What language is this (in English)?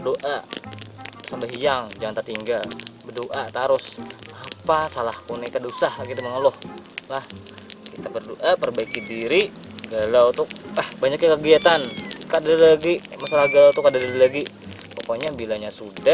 Banjar